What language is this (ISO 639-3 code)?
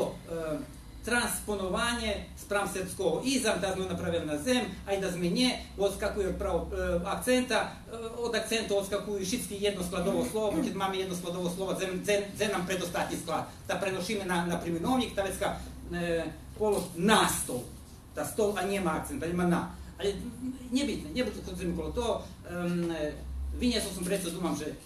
rue